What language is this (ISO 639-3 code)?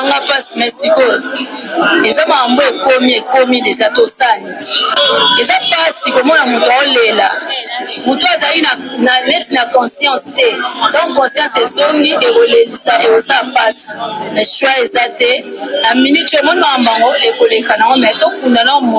lin